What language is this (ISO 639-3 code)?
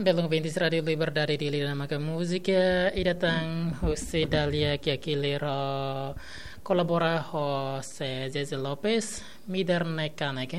tet